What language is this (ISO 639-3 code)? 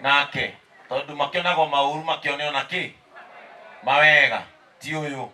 kik